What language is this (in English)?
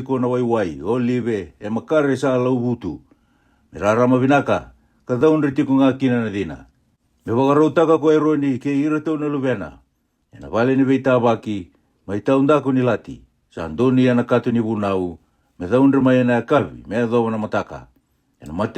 Fijian